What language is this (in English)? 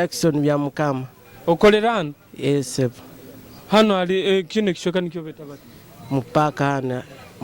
Nyoro